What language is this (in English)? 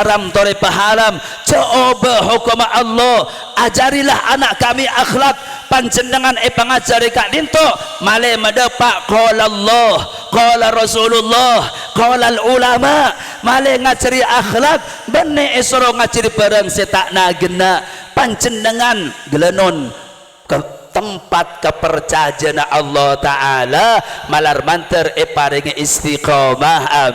Madurese